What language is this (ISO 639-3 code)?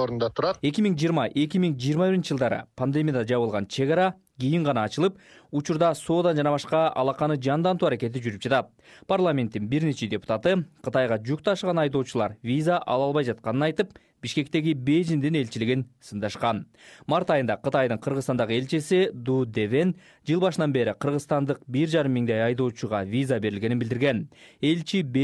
kir